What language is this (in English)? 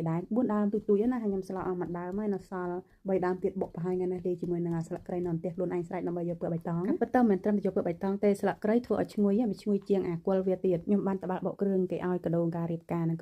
Khmer